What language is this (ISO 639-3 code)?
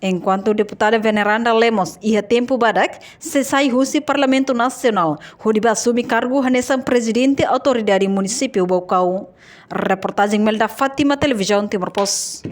tet